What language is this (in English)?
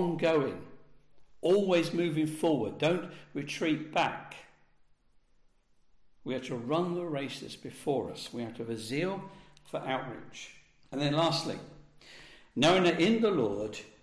English